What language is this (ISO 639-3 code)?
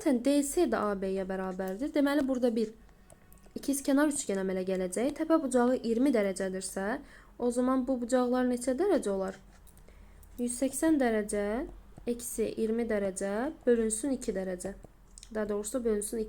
aze